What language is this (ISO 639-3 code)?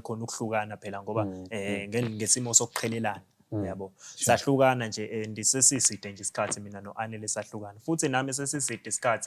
zul